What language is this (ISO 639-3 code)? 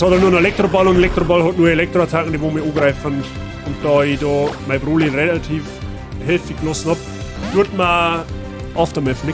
bar